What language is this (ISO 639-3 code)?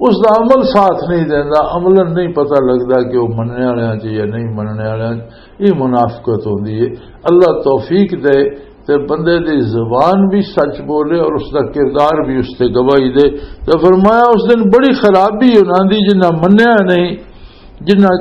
lah